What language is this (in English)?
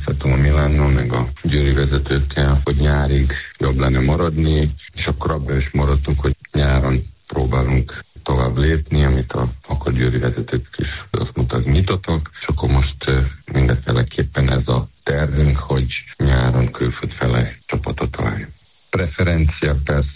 Hungarian